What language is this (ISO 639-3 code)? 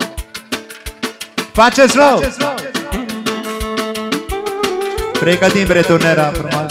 ron